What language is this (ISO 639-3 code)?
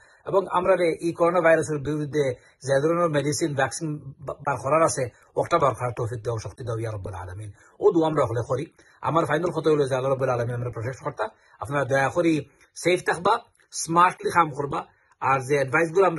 syl